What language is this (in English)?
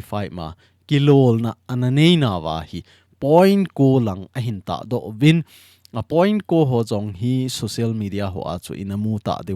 Thado Chin